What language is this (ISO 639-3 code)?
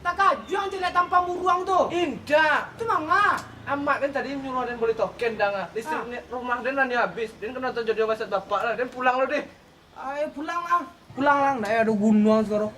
min